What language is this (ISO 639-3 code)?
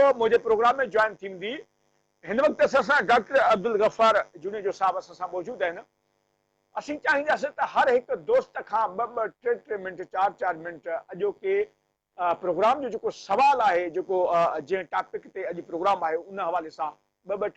snd